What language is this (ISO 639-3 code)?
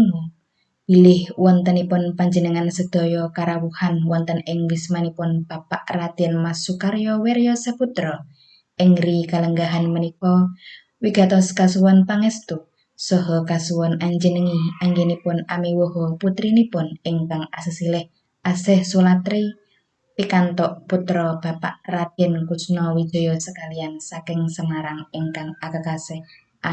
jav